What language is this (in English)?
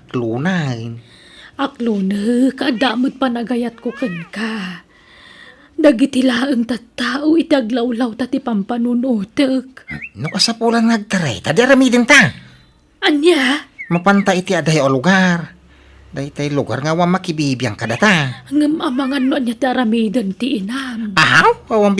Iloko